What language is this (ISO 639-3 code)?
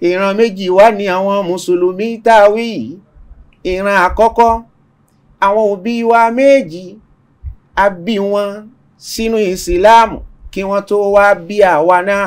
yor